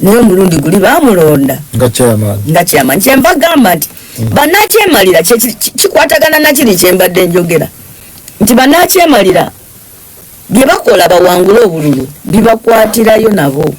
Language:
Ganda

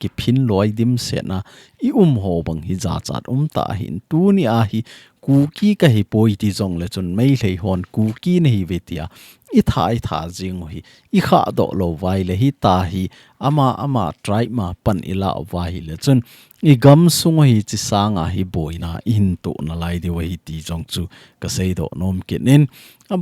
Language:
Thado Chin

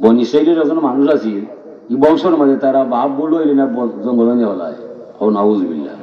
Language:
Sylheti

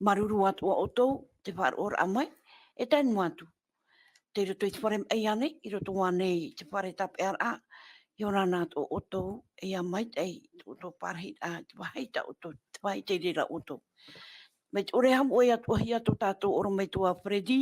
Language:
Tahitian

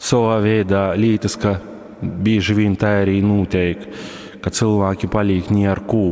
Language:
Latgalian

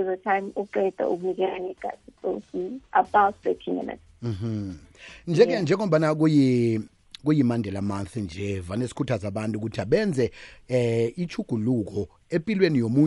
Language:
South Ndebele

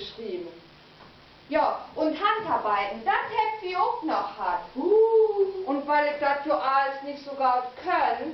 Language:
Low German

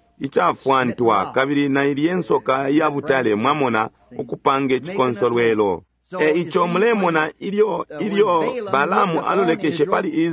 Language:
Bemba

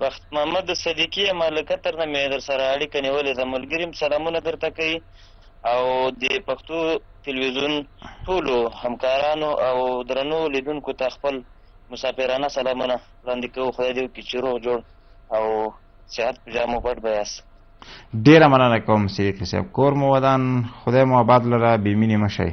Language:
Pashto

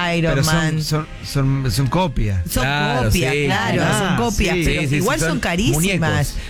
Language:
Spanish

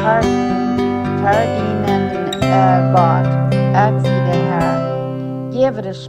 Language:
Plautdietsch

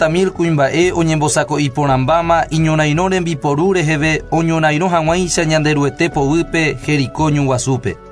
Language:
Guarani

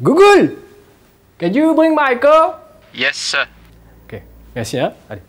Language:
Morisyen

